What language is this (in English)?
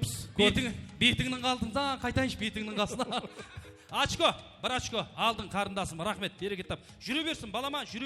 Kara-Kalpak